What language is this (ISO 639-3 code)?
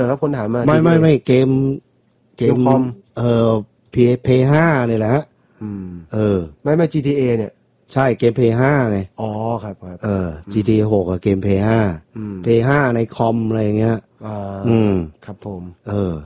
tha